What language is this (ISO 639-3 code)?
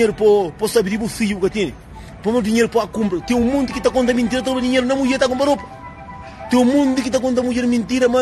kea